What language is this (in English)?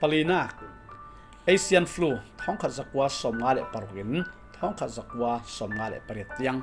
Falam Chin